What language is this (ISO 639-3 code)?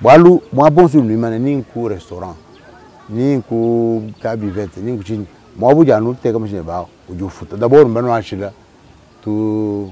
lua